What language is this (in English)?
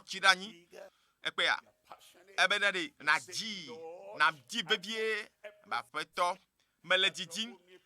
Ewe